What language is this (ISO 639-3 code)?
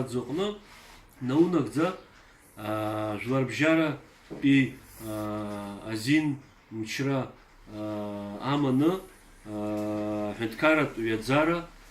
abk